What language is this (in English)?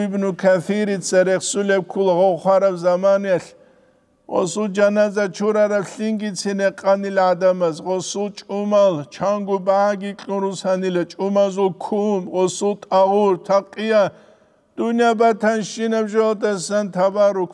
Avaric